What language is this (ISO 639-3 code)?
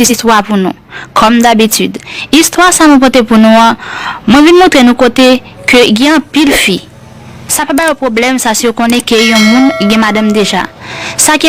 hat